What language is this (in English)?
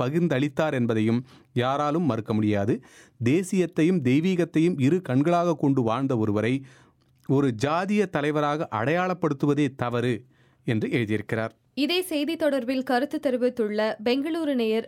Tamil